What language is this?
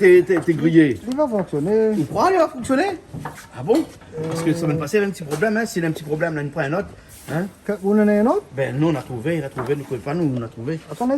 Réunion Creole French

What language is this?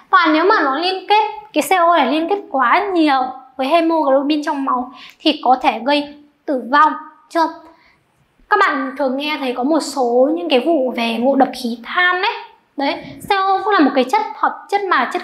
Vietnamese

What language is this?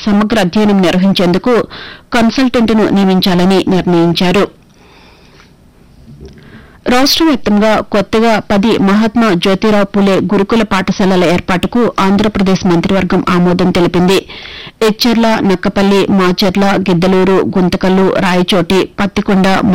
Telugu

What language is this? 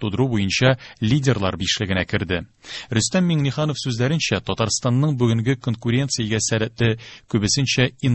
Tatar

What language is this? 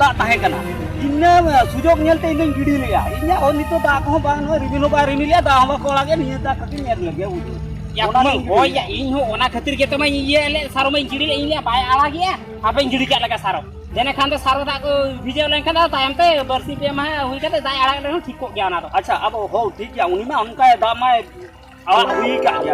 Santali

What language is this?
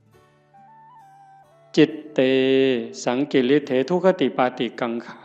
Northeastern Thai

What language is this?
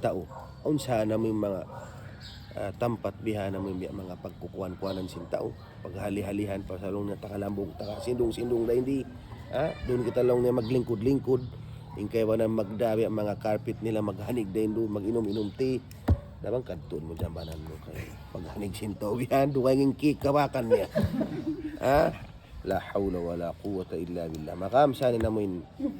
Tausug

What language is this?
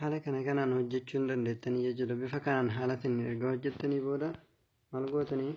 Oromo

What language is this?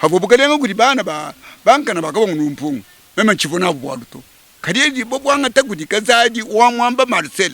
Luba-Lulua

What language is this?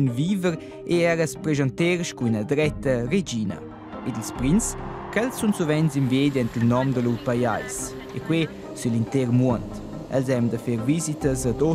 Romansh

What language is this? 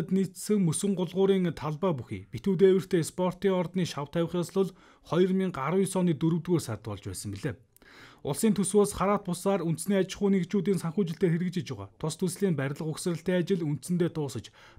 Mongolian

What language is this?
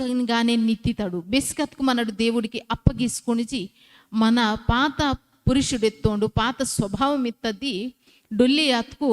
Koya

